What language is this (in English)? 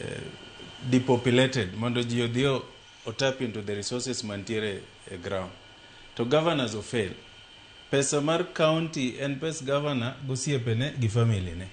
Luo (Kenya and Tanzania)